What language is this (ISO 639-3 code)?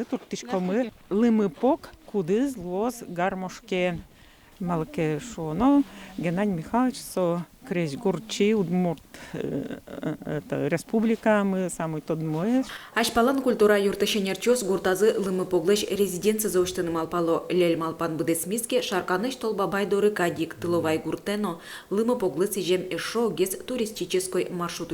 udm